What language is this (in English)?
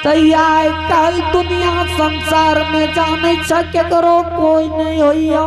Angika